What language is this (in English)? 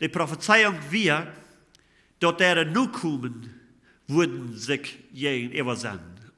Plautdietsch